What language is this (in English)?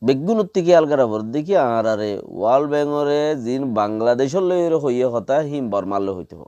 Rohingya